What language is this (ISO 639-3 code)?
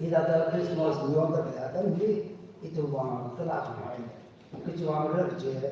nmf